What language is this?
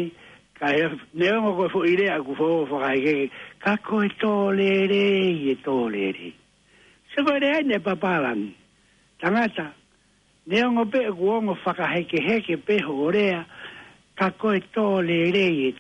Tongan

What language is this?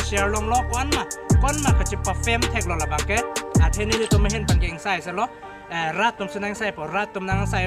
Karbi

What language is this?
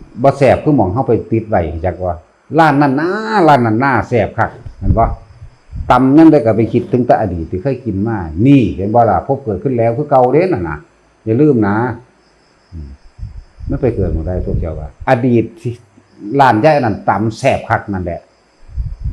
Northeastern Thai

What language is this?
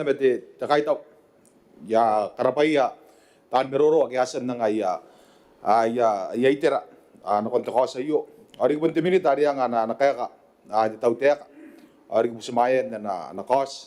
Gilbertese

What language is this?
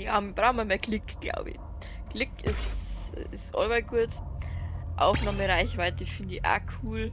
Bavarian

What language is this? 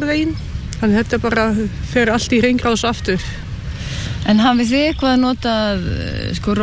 Icelandic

